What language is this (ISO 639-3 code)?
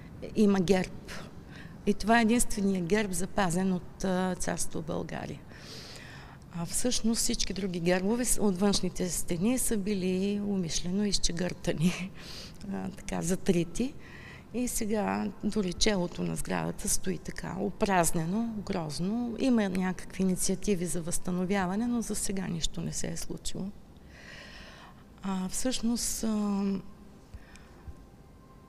bul